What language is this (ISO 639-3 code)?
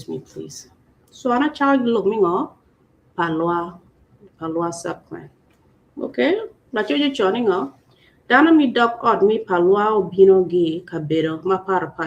ach